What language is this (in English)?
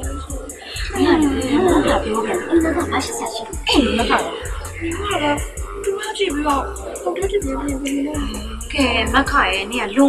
Burmese